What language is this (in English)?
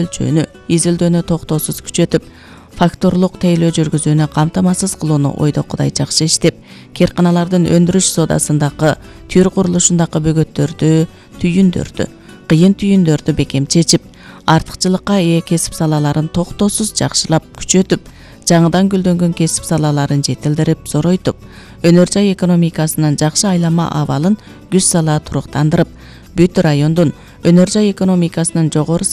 Kyrgyz